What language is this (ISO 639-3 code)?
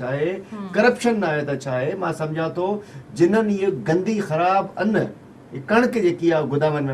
snd